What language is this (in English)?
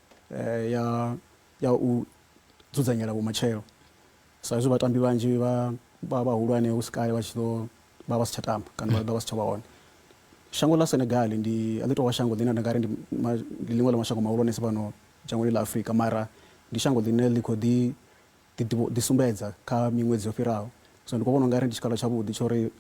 Venda